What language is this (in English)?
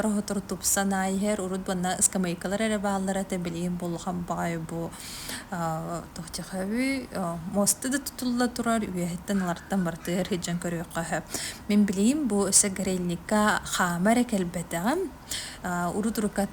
Yakut